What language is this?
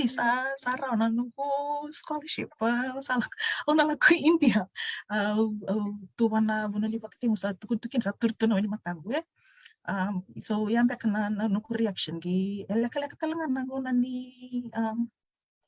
Fijian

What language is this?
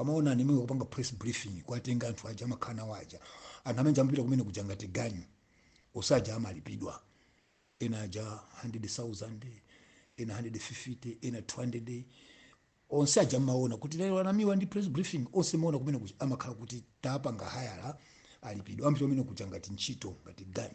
Nyanja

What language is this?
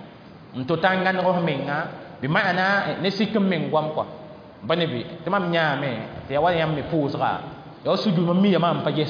Mossi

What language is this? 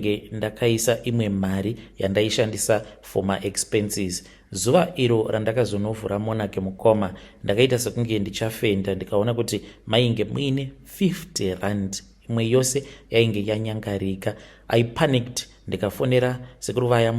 Shona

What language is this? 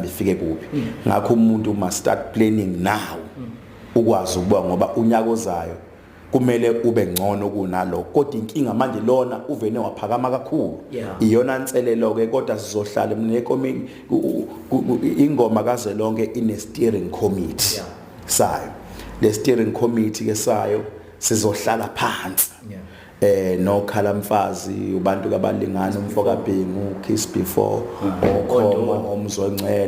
Zulu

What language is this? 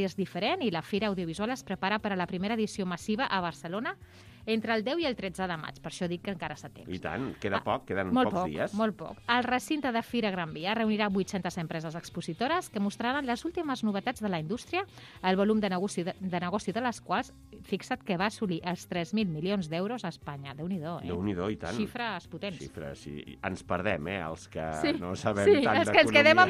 Catalan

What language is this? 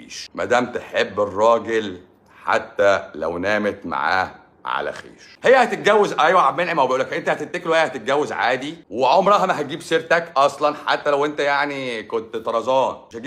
Egyptian Arabic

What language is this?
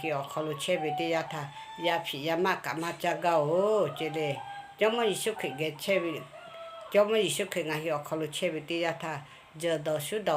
Lahu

